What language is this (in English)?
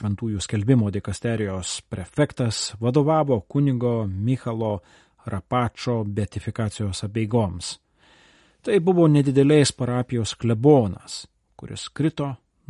Lithuanian